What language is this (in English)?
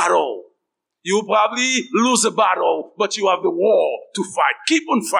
Haitian Creole